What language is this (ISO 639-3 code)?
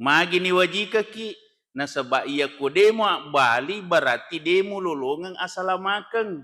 bug